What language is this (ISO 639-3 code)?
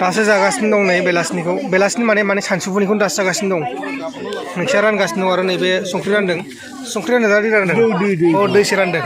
brx